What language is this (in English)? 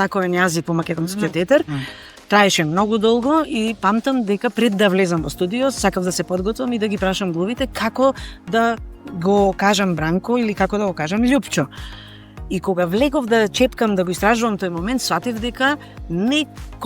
Macedonian